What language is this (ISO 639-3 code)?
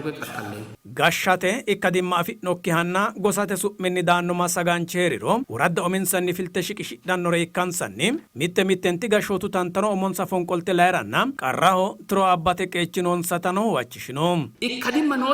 sid